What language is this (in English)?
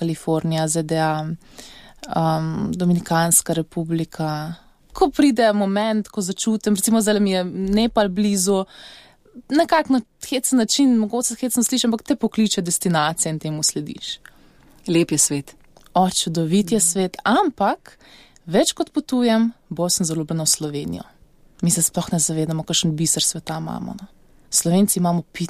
Slovenian